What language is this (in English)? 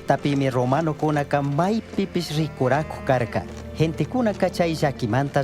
Chimborazo Highland Quichua